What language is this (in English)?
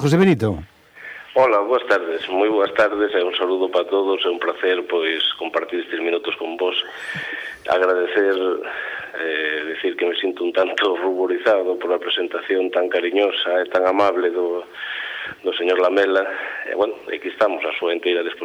Galician